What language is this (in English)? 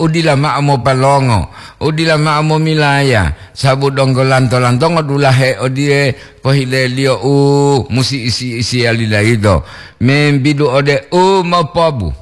Gorontalo